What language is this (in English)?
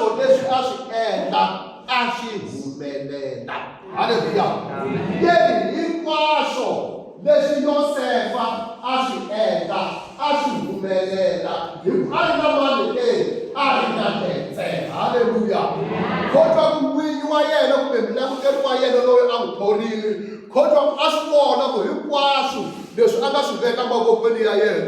Tsonga